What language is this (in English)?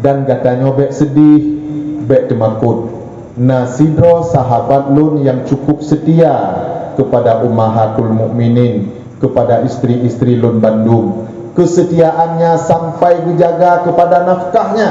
Achinese